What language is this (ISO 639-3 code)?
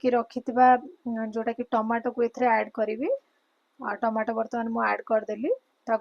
ori